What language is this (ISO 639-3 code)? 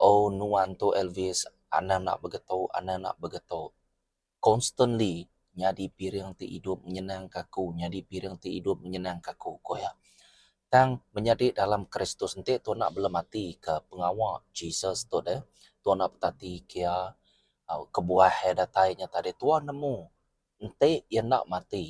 iba